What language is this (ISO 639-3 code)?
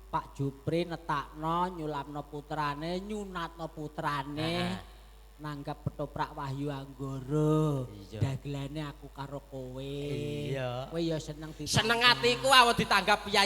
jav